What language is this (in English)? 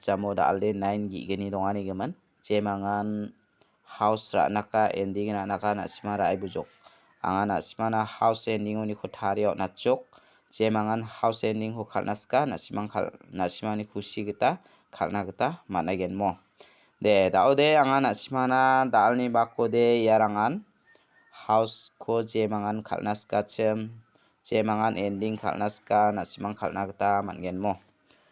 Garo